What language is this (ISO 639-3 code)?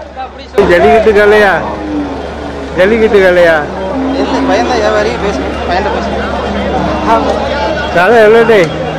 tam